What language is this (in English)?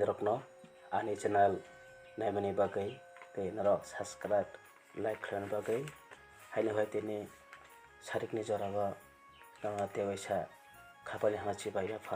Kok Borok